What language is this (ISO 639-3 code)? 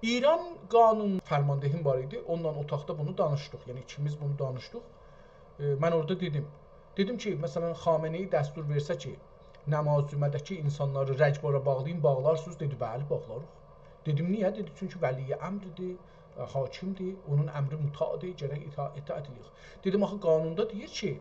azb